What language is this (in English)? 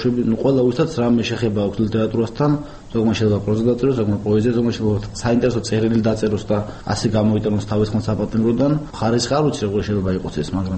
Georgian